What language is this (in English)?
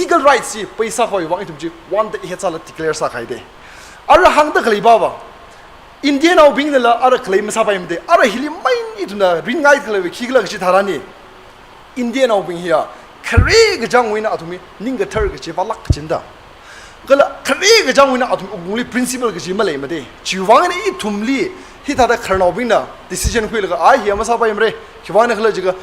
Tangkhul Naga (India)